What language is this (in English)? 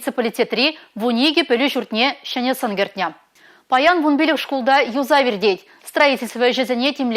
Chuvash